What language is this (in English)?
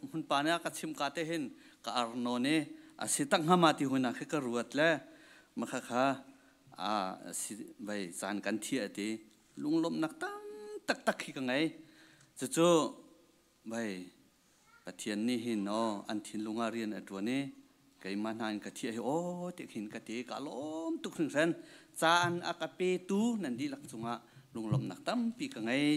Hakha Chin